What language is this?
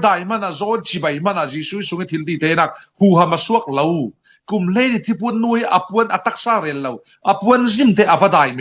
Falam Chin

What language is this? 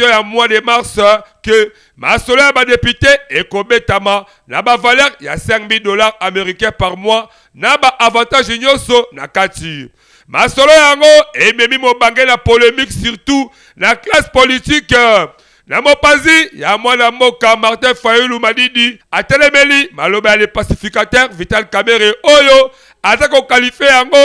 Lingala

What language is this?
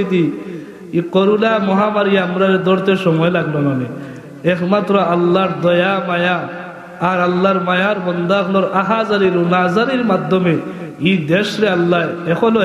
Sylheti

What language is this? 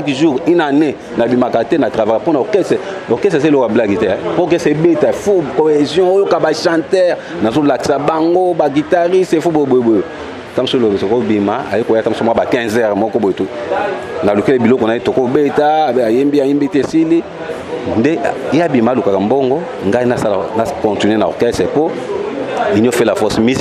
Lingala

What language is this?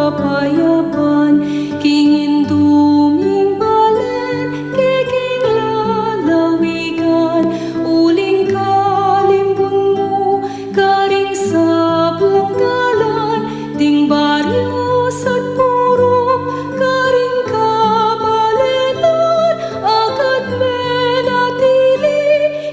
Pampanga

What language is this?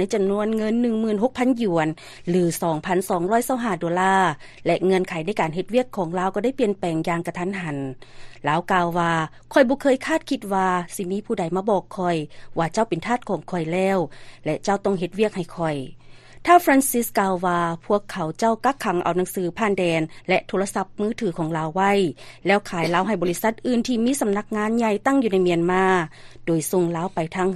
Lao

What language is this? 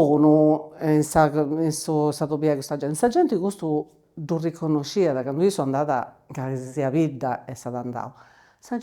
Sardinian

